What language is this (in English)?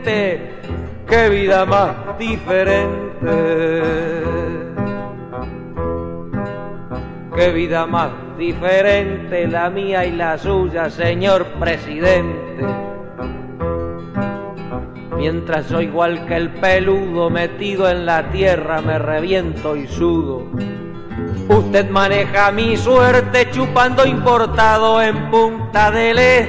Spanish